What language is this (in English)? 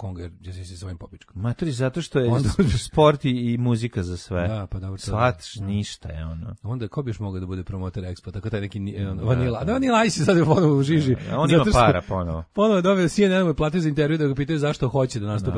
Serbian